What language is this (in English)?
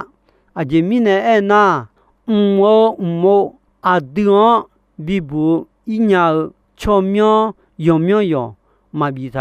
Akha